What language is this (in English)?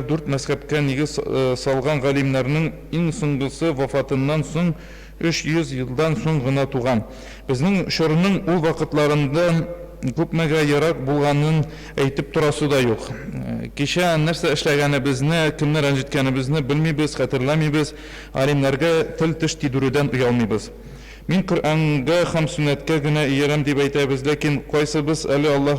Tatar